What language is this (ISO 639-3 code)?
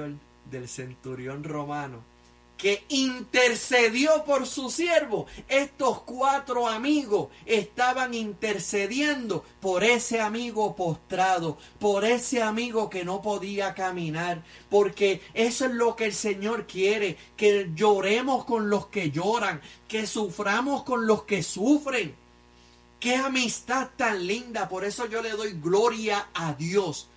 spa